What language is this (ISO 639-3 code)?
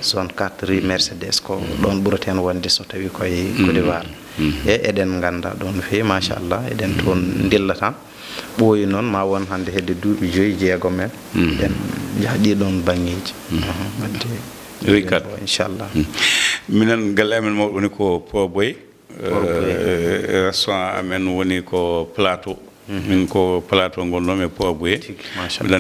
ful